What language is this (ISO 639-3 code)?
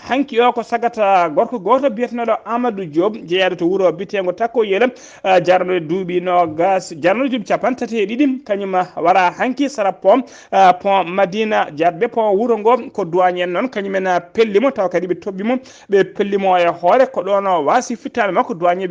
ful